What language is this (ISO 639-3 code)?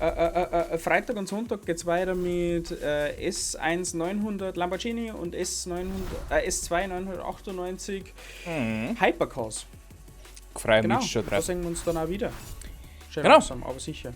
bar